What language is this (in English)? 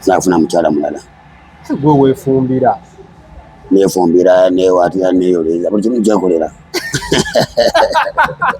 Ganda